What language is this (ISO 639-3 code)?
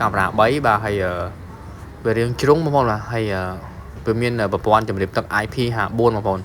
khm